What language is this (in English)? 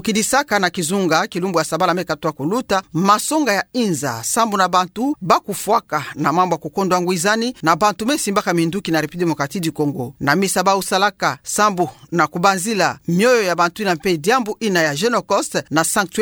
Kituba (Democratic Republic of Congo)